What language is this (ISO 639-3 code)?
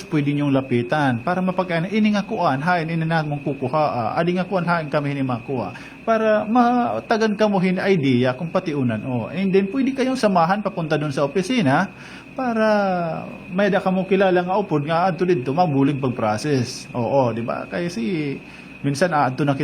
war